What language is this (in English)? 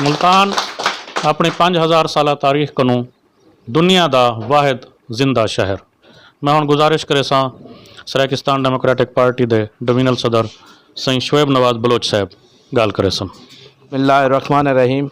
Saraiki